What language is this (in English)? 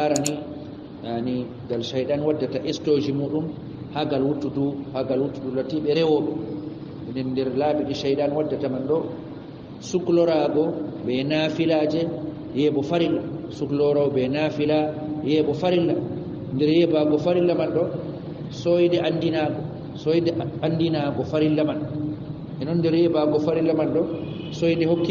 Fula